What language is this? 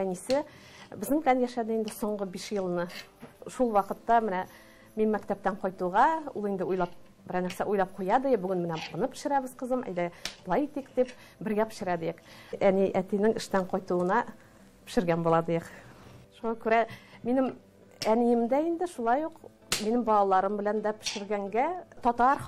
Tatar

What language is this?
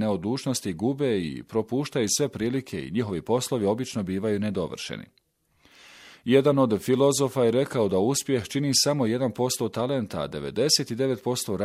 Bosnian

